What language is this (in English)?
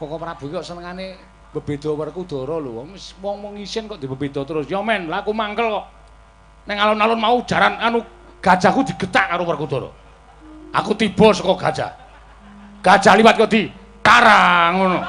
Javanese